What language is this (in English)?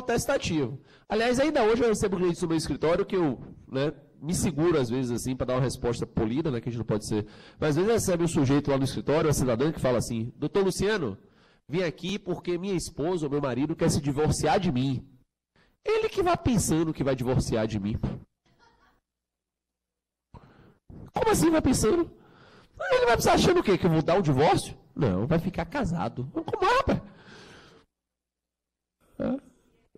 Portuguese